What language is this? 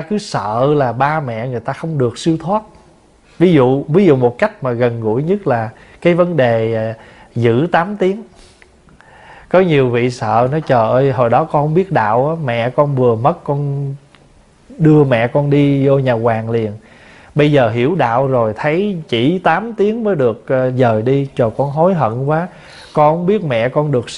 Vietnamese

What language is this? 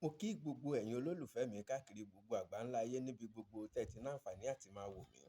Yoruba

